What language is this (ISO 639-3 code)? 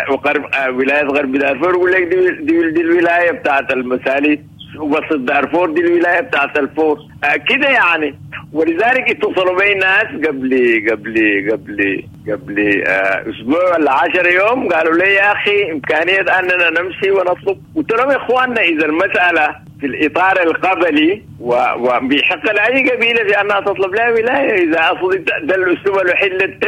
apd